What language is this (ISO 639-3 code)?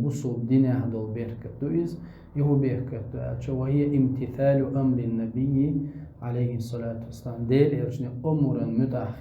che